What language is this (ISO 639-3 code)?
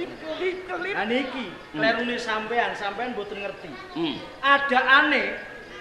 jav